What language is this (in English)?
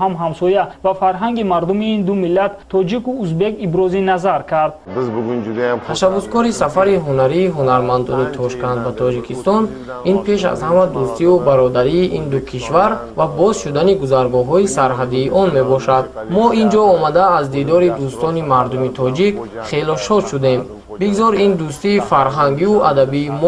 Tajik